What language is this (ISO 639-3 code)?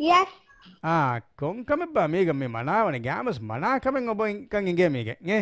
div